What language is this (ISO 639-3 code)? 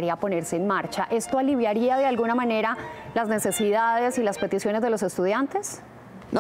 spa